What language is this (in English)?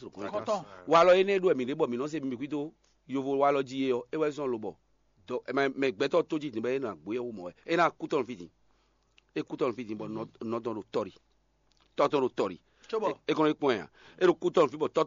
Fon